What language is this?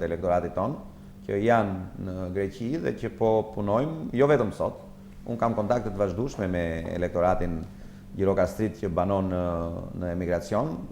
Albanian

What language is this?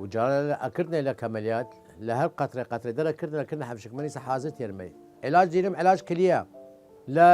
Southern Kurdish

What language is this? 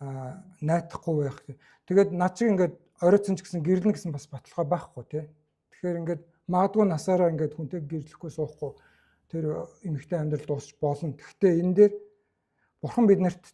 Mongolian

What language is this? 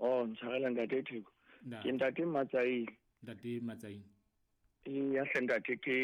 Southern Sotho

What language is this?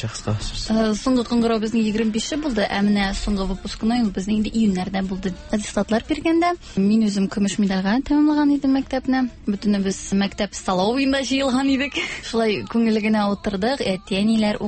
Tatar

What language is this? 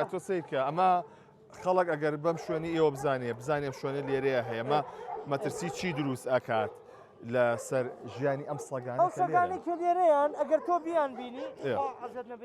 Central Kurdish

